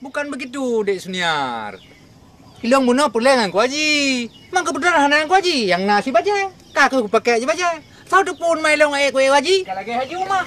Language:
Achinese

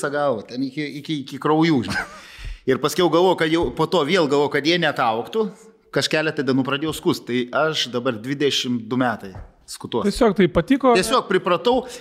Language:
Lithuanian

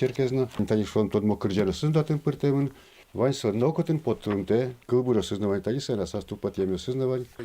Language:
Udmurt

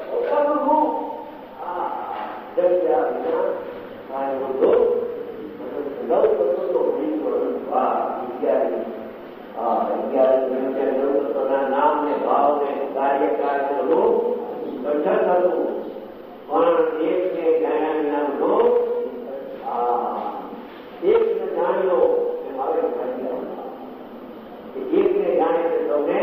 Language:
Gujarati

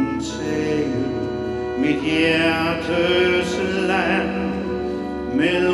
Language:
Danish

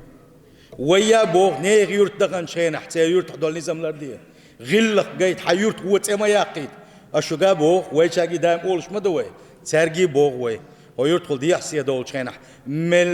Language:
Chechen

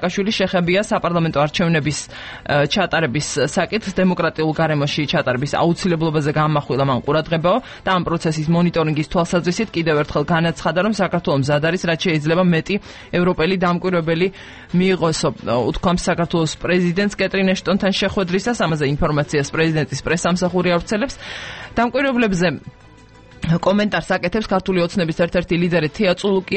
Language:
Georgian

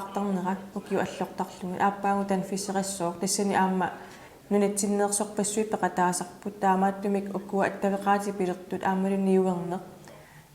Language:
Kalaallisut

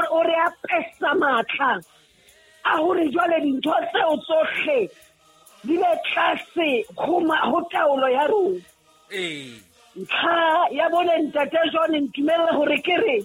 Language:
Southern Sotho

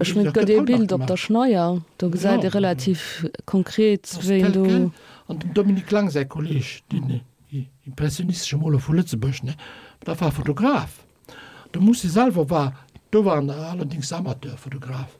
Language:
Luxembourgish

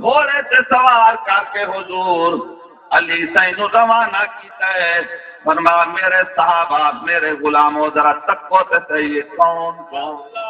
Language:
Saraiki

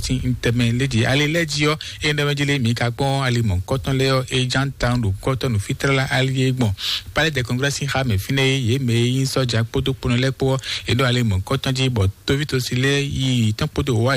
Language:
Fon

